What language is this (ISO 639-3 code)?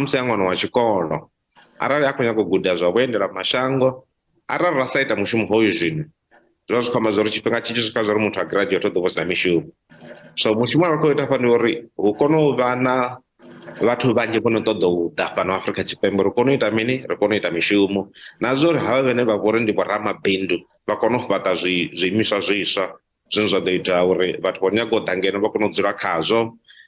ven